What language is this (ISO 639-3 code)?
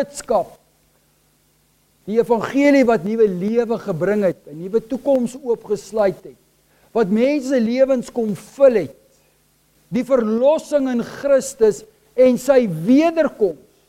afr